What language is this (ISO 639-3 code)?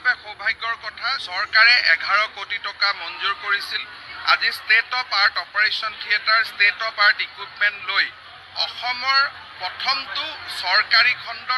asm